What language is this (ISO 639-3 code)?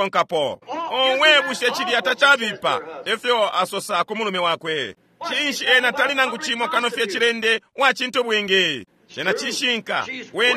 bem